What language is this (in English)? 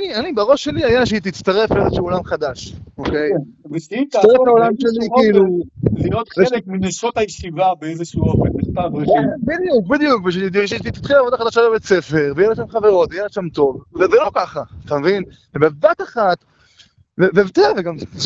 Hebrew